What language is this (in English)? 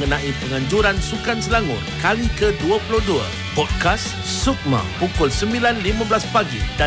Malay